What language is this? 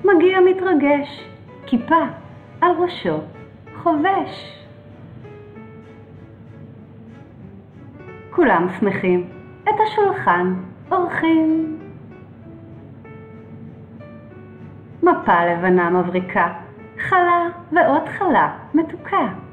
Hebrew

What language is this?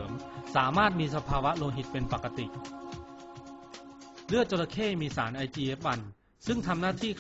Thai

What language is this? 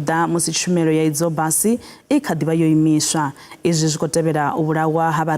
Venda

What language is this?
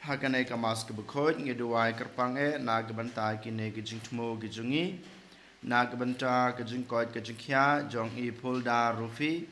Khasi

